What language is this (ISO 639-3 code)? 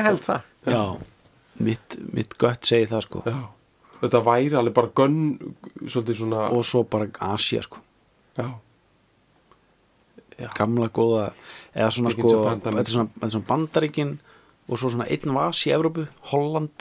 isl